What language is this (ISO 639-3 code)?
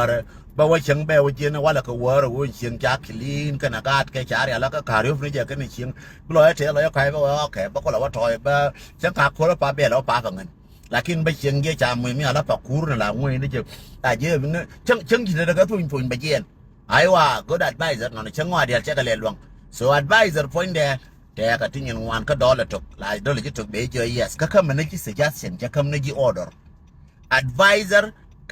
nus